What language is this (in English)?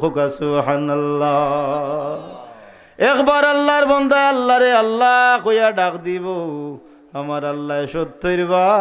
Sylheti